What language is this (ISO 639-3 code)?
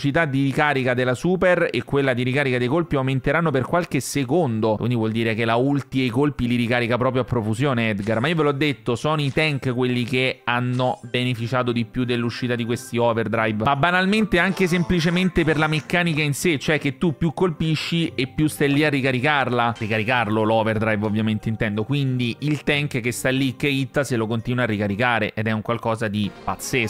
ita